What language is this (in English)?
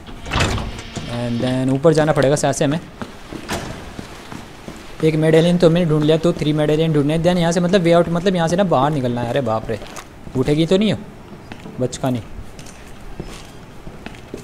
Hindi